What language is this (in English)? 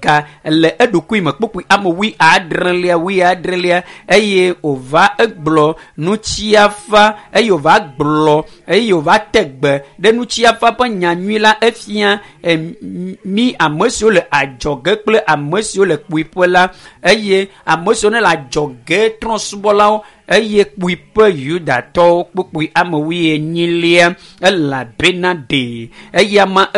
Ewe